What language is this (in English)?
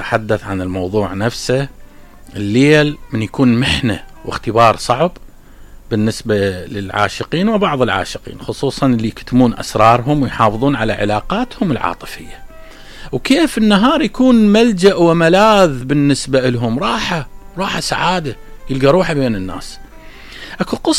Mesopotamian Arabic